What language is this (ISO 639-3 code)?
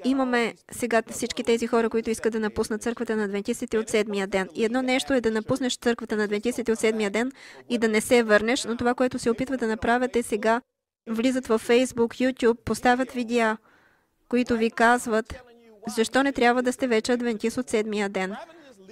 bul